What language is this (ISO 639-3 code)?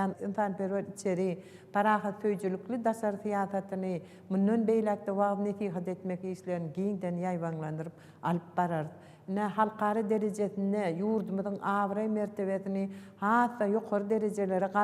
tuk